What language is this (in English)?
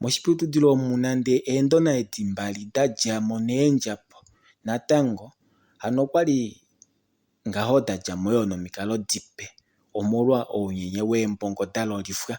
Kuanyama